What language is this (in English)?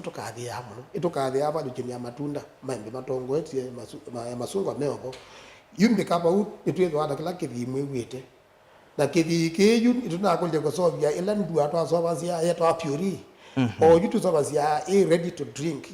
Kamba